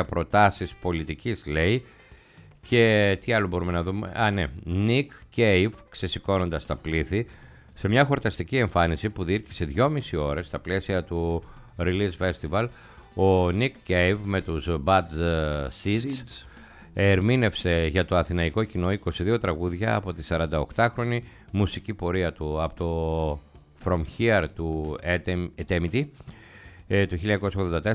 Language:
Greek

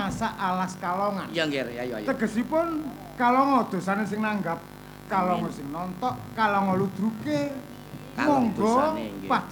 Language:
Javanese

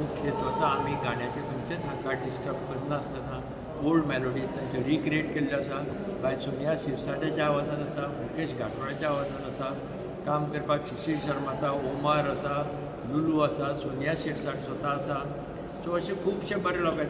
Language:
Konkani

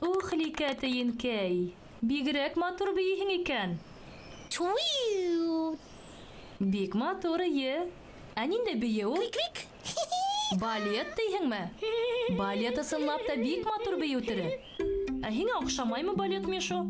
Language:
Bashkir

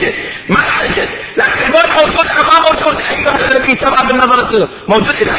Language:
Mesopotamian Arabic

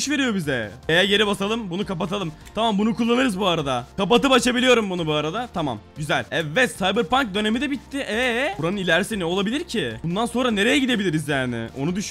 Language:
Turkish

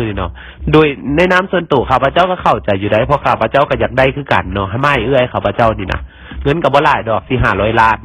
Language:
Lao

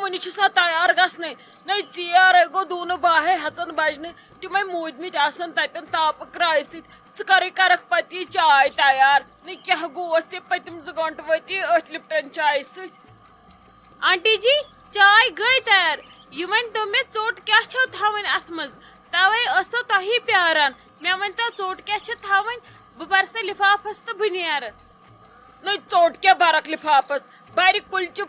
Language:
Kashmiri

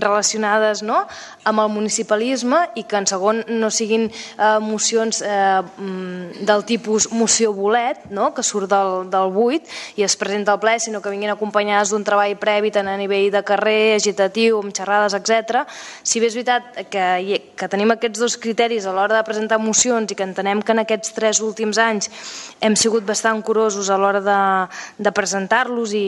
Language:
Catalan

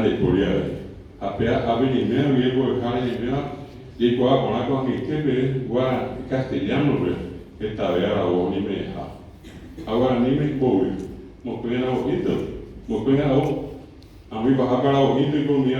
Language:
Guarani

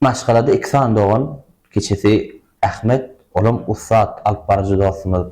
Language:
Turkmen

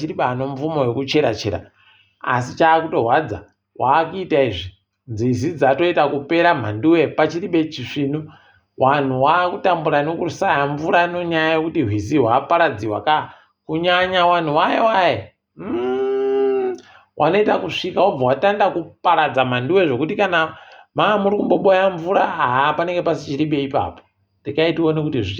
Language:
Ndau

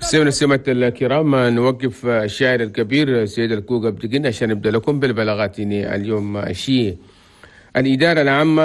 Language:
Chadian Arabic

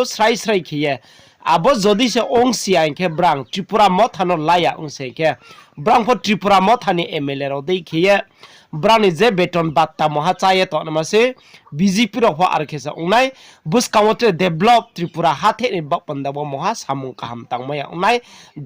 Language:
Riang (India)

